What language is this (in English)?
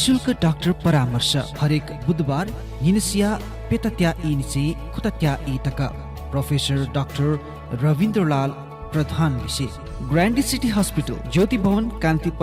Newari